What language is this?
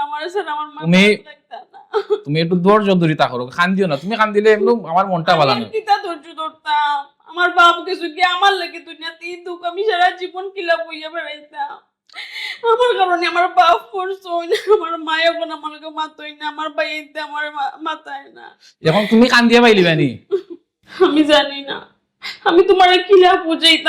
Sylheti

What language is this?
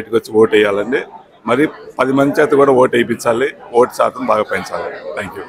Telugu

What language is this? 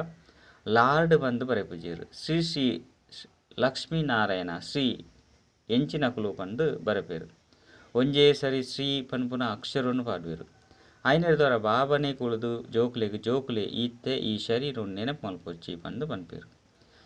Tulu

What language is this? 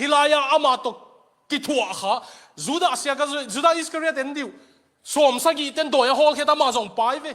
Tedim Chin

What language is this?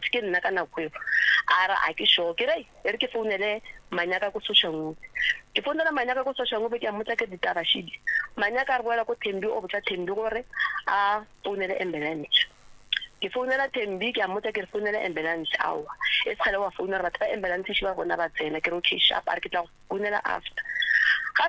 Northern Sotho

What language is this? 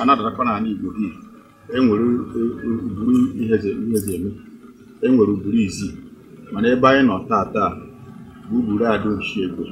Igbo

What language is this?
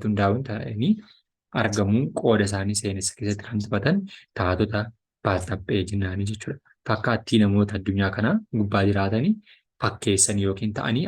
Oromo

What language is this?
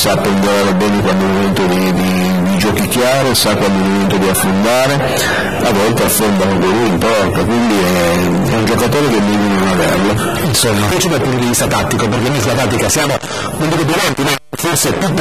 Italian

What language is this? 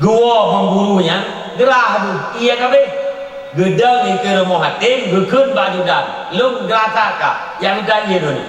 Achinese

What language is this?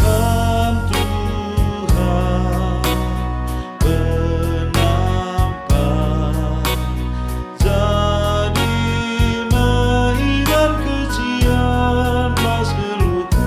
Batak Karo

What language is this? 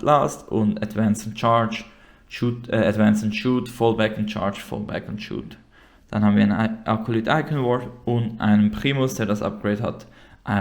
Swiss German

